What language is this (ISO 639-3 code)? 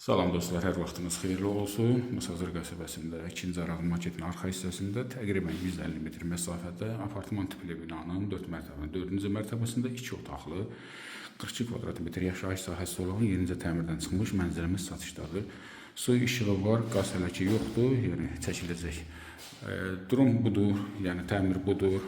aze